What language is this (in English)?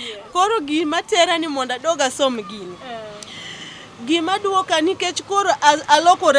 Luo (Kenya and Tanzania)